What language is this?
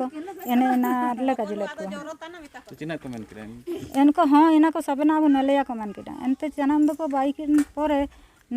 Santali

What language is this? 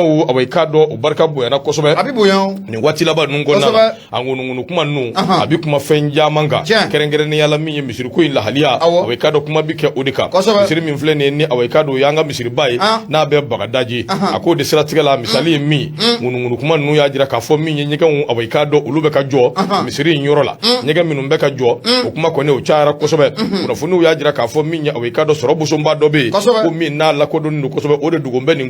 Bambara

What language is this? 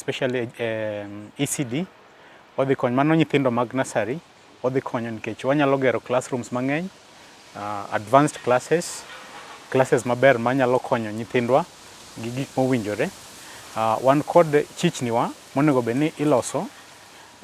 Luo (Kenya and Tanzania)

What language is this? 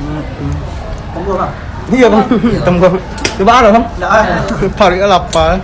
Minangkabau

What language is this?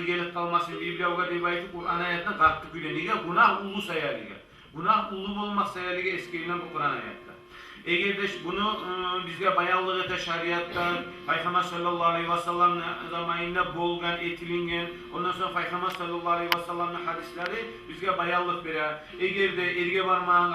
Kumyk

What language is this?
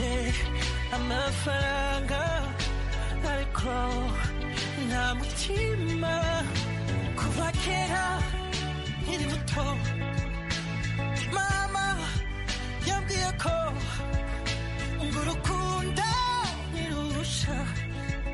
Kinyarwanda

